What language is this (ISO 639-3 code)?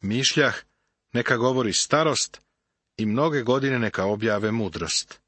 srp